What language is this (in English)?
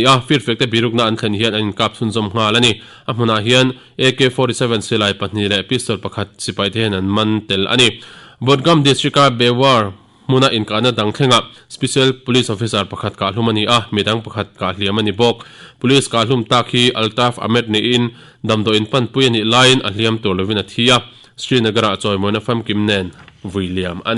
Mizo